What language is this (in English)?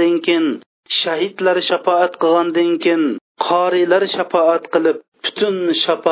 Uyghur